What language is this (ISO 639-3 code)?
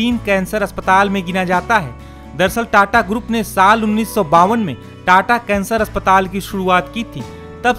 hin